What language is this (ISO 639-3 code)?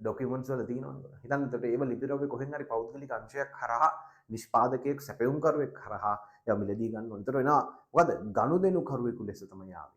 sin